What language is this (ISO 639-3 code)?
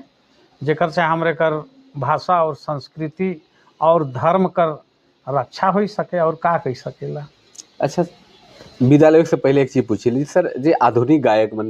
sck